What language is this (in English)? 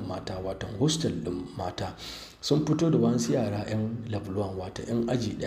Hausa